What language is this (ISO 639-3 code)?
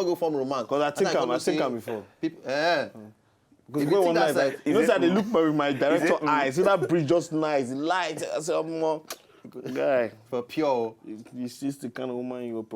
pcm